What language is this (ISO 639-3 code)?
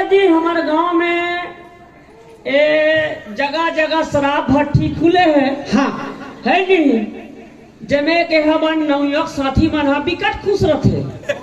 hne